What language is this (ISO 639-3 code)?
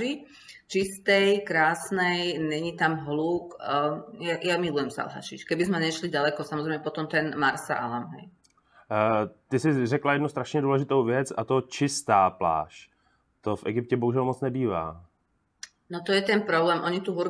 slk